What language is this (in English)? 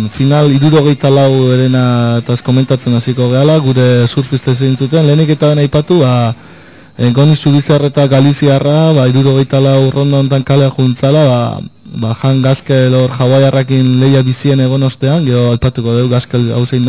Basque